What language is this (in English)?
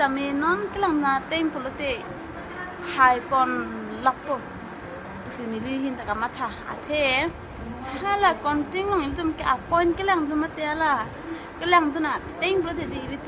Karbi